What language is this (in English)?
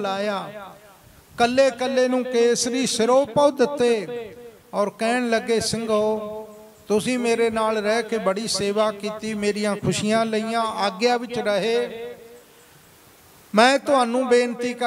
Punjabi